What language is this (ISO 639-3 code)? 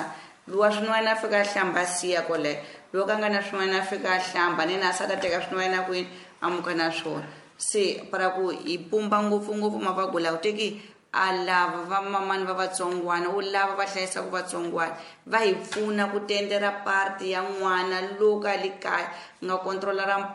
tso